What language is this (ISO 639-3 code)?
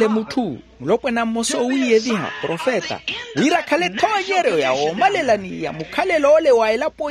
vmw